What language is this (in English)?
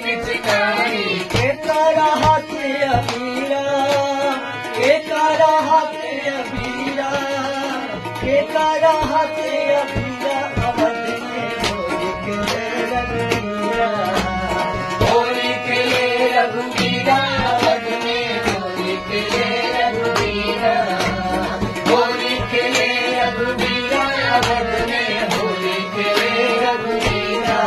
Bhojpuri